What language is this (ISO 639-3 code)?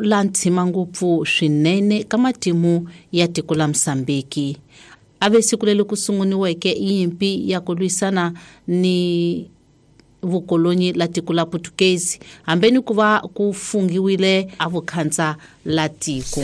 tso